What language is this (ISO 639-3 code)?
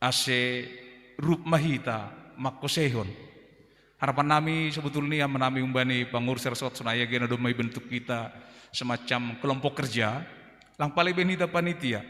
bts